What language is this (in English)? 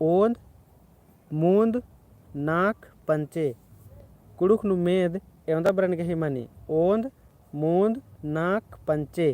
Kurukh